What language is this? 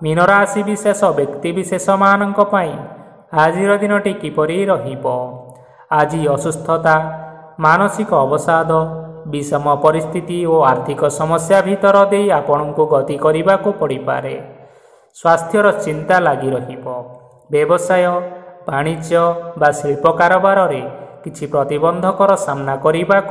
Odia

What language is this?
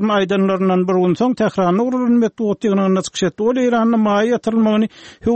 Turkmen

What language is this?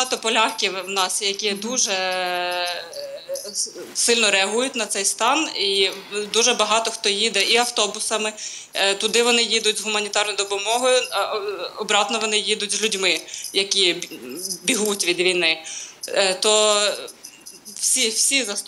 Ukrainian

